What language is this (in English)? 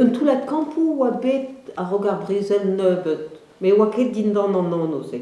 Breton